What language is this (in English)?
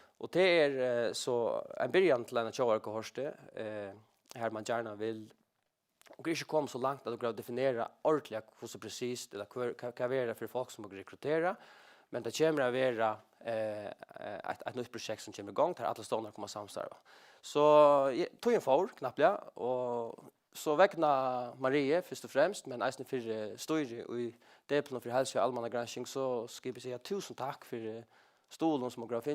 Faroese